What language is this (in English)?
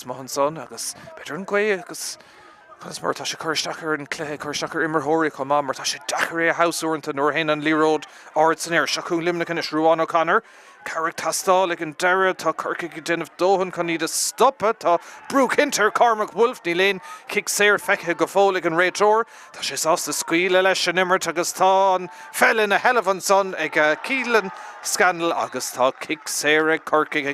Irish